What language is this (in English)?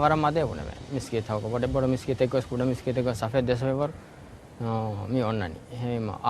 Divehi